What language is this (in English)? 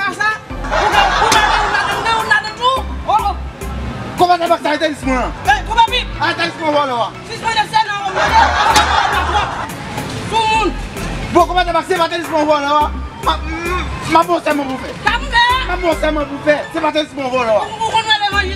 Haitian Creole